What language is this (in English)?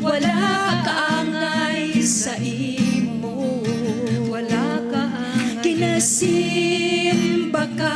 Hiligaynon